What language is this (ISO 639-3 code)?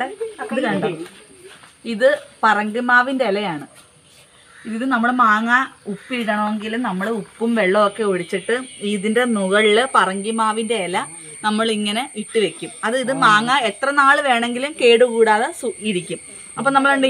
mal